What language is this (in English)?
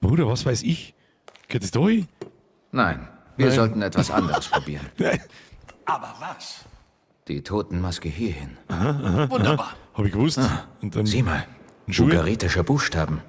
Bavarian